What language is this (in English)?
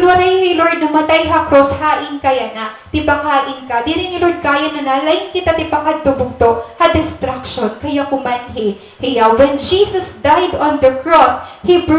Waray